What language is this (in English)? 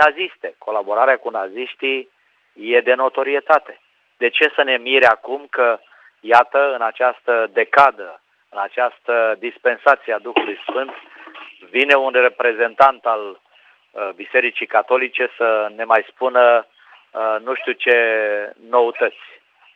Romanian